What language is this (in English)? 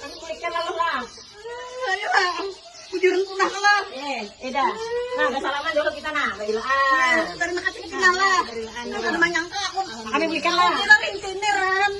Banjar